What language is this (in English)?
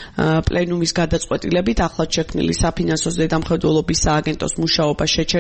Georgian